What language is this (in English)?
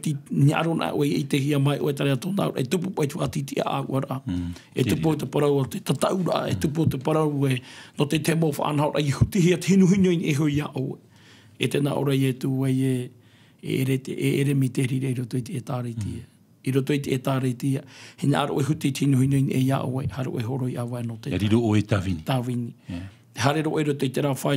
Tahitian